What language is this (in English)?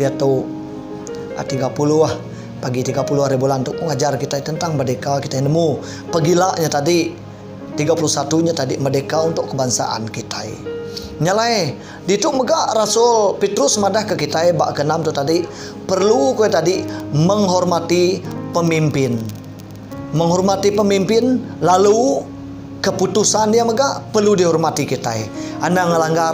Iban